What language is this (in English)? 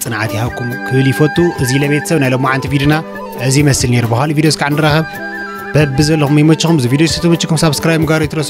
Tigrinya